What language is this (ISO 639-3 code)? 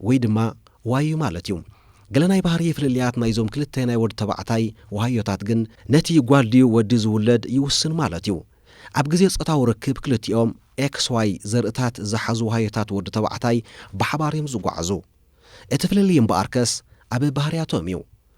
tir